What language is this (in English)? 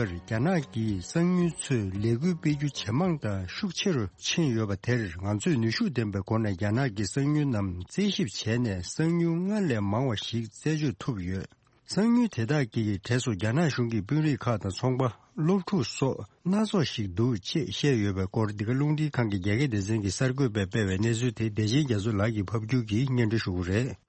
Tibetan